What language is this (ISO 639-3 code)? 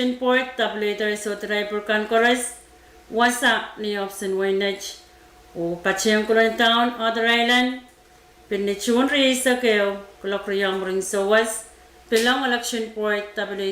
pon